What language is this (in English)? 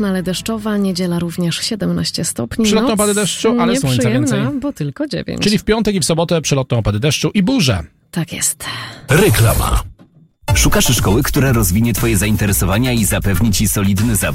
Polish